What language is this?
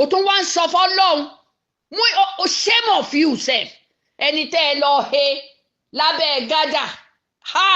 Yoruba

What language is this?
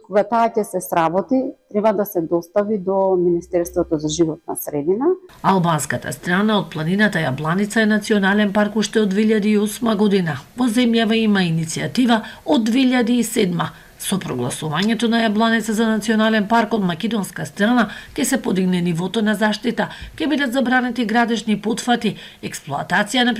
Macedonian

